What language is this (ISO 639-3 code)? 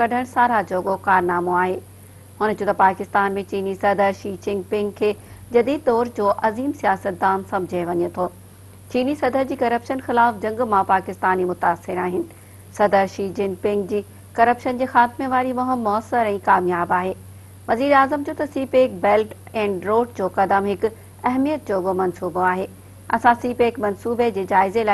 snd